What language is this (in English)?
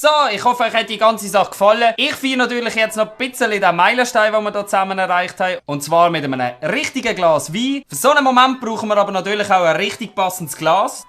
Swiss German